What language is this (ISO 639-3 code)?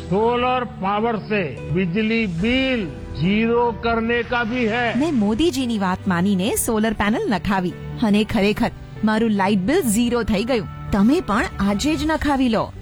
guj